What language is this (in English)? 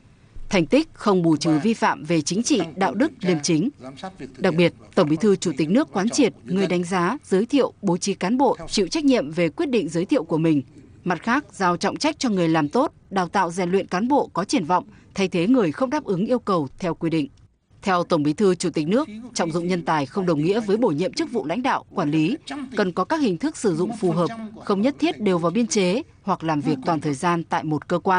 Vietnamese